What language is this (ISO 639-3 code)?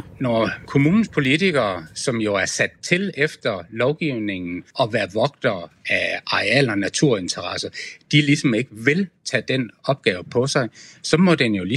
dan